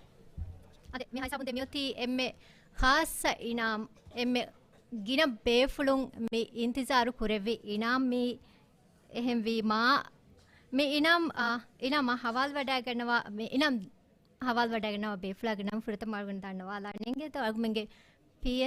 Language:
Divehi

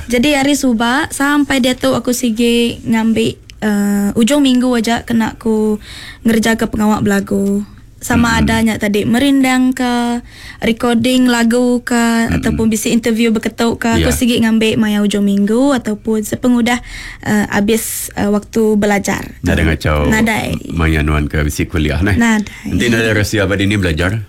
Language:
Iban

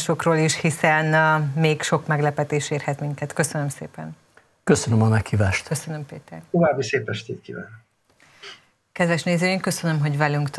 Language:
Hungarian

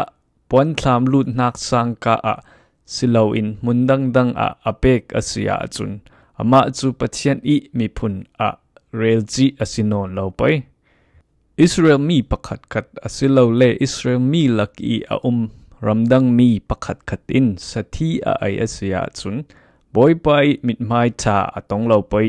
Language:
Falam Chin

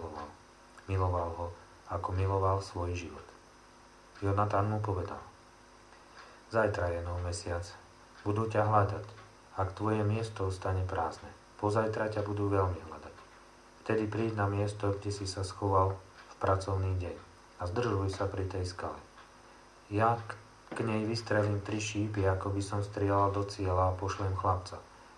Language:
Slovak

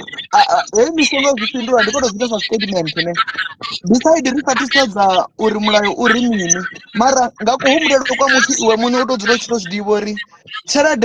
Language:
Venda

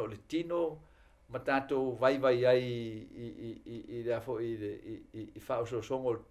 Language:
Samoan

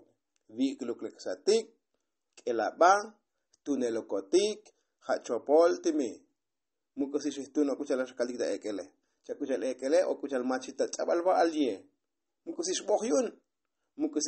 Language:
Tzotzil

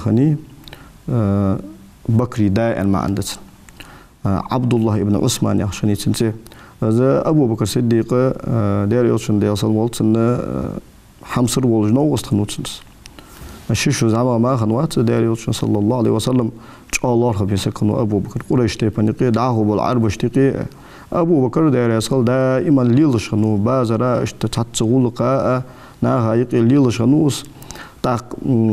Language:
Ingush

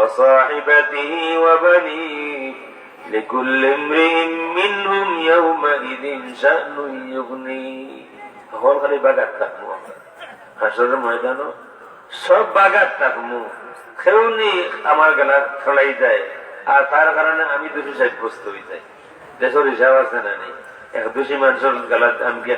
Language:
Sylheti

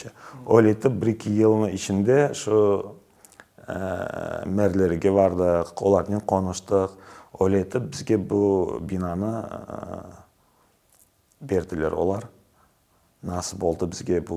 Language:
Crimean Tatar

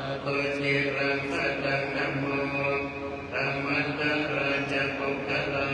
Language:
Pali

